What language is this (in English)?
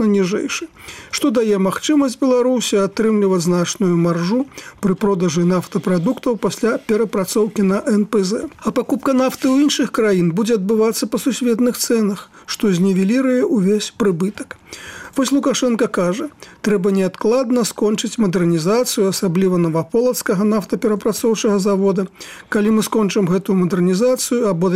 Belarusian